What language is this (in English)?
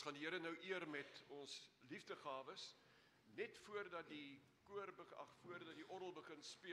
Afrikaans